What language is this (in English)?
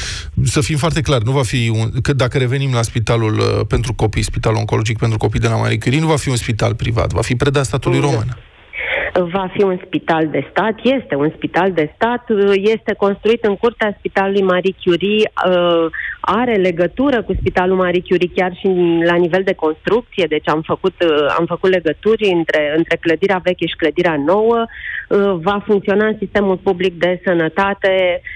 Romanian